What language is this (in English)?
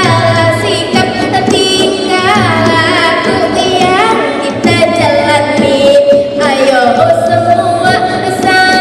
Banjar